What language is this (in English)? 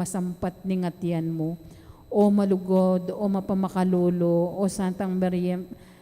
Pampanga